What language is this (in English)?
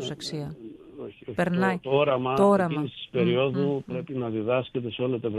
Greek